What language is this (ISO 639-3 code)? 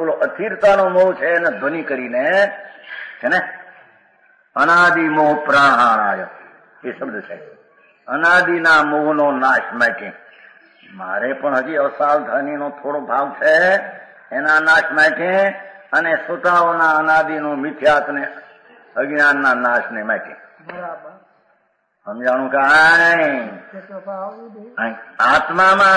guj